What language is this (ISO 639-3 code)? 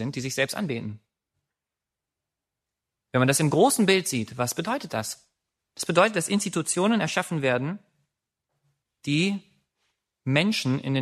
deu